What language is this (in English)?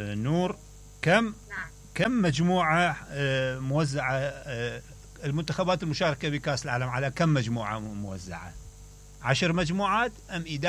Mesopotamian Arabic